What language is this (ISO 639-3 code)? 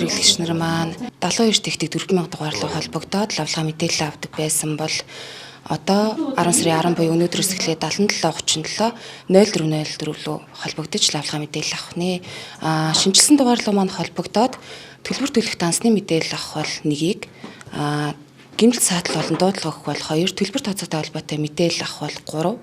mon